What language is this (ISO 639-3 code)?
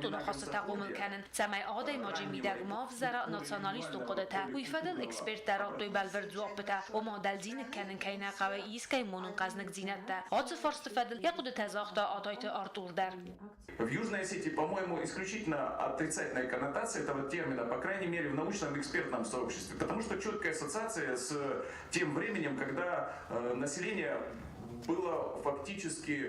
oss